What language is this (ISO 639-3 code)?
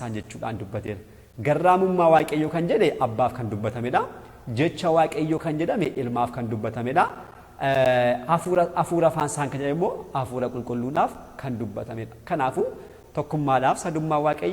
orm